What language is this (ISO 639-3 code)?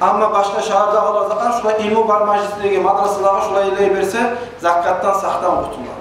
kum